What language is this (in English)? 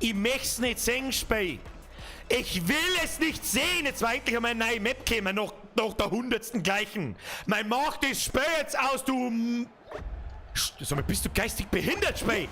Bavarian